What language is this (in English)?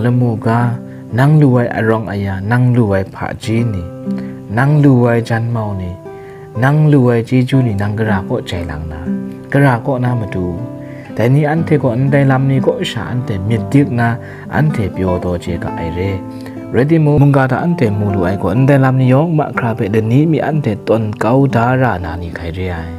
Kachin